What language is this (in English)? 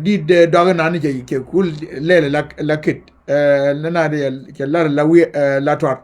Nuer